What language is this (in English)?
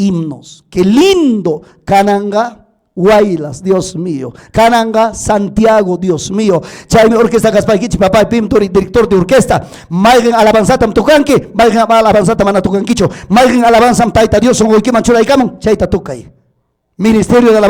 Ayacucho Quechua